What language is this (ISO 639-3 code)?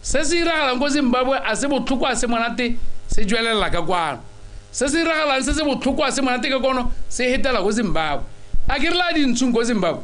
tsn